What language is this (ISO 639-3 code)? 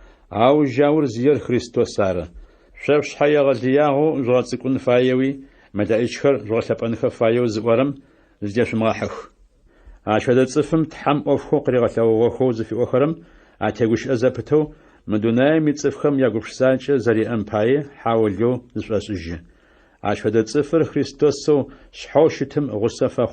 ady